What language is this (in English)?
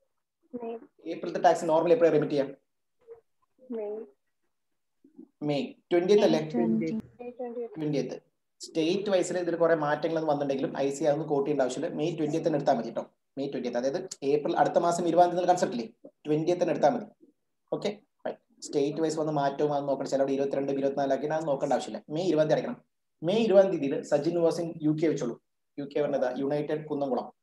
Malayalam